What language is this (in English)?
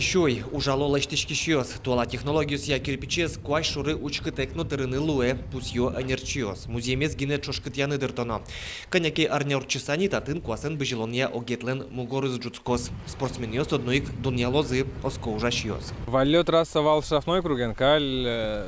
Udmurt